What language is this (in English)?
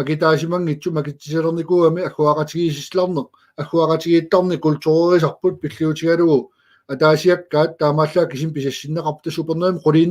Kalaallisut